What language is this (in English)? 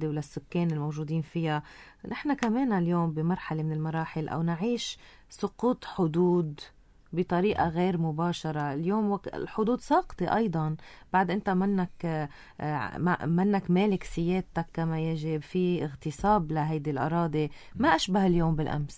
North Levantine Arabic